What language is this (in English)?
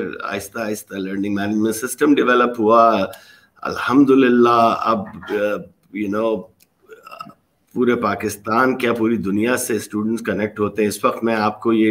Urdu